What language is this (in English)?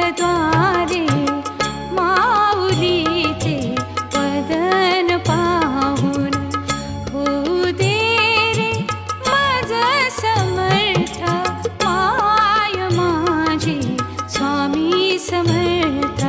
Marathi